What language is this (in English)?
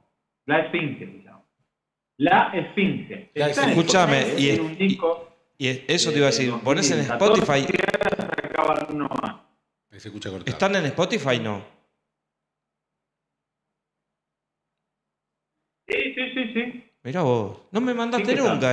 Spanish